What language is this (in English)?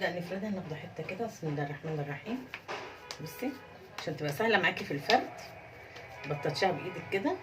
Egyptian Arabic